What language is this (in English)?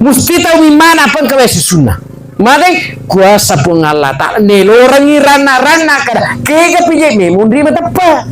Buginese